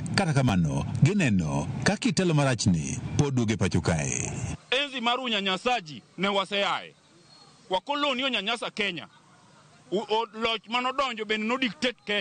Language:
Luo (Kenya and Tanzania)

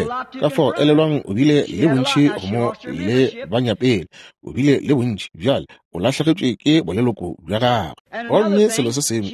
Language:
Northern Sotho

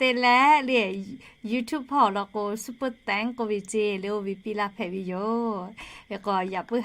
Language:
Lahu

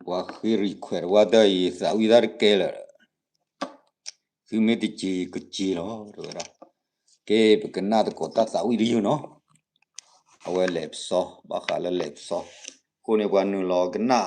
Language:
S'gaw Karen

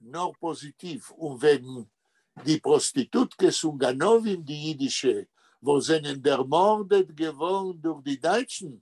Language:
Yiddish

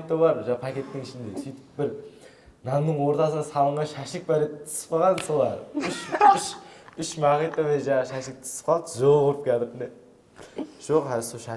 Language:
Kara-Kalpak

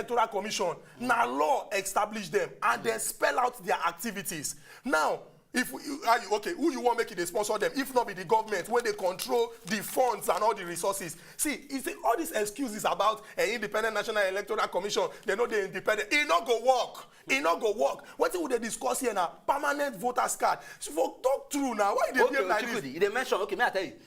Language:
Nigerian Pidgin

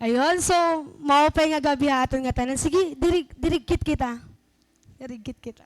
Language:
Waray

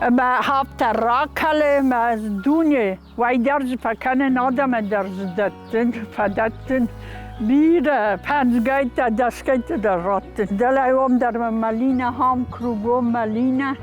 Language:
Ossetic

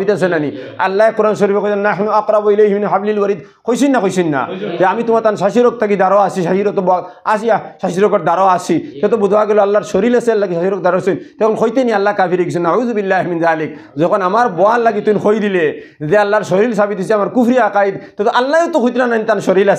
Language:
Sylheti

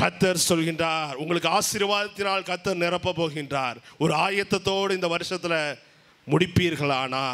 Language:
Tamil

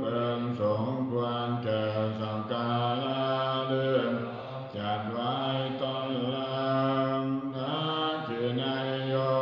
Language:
Pali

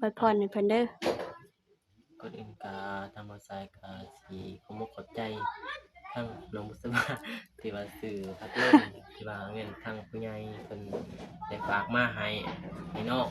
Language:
Lao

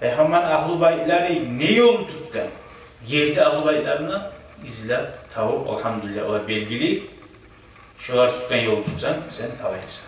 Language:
Kumyk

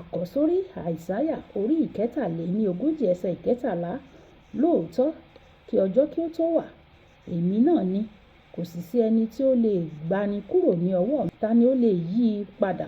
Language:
Yoruba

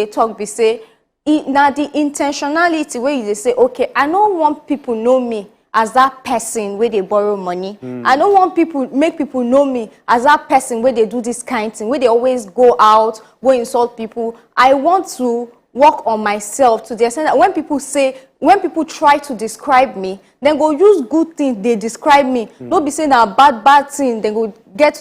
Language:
Nigerian Pidgin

